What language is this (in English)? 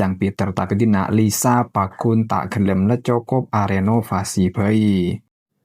Madurese